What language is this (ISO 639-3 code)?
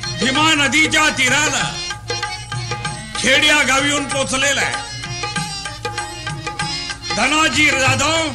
mar